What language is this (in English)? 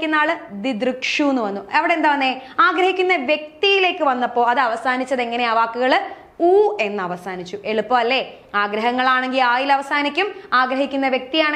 Malayalam